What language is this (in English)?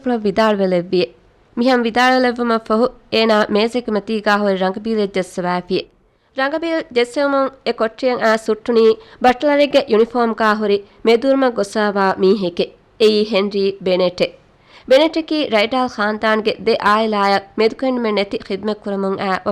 Divehi